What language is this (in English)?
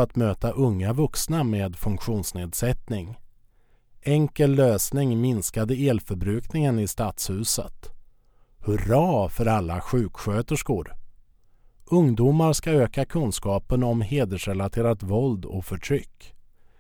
Swedish